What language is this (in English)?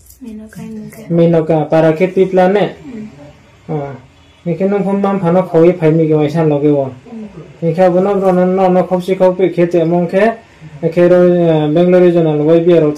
Riang (India)